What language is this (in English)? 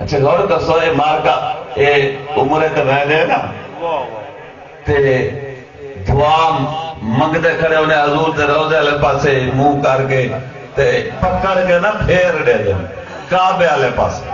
Saraiki